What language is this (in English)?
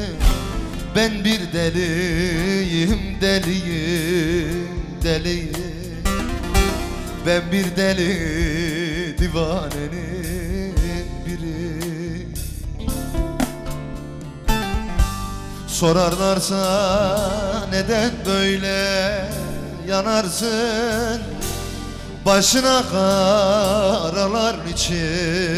Turkish